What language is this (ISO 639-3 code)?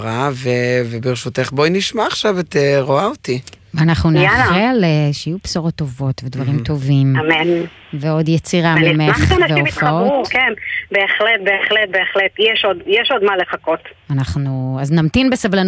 heb